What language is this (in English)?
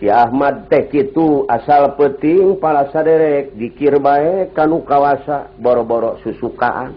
Sundanese